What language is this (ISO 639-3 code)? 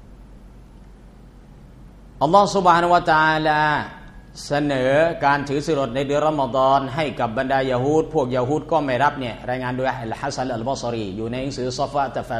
tha